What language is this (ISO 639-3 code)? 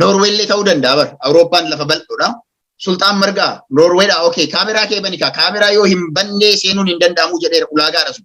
orm